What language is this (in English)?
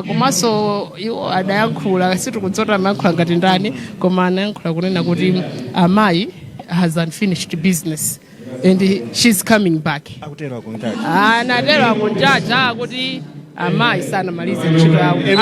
Nyanja